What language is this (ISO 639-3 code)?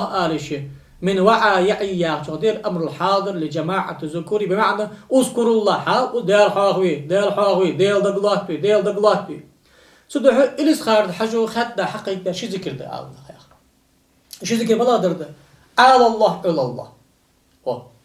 inh